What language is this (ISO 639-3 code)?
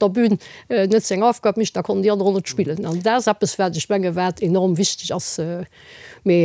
ltz